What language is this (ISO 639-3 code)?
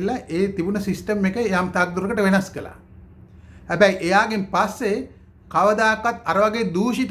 sin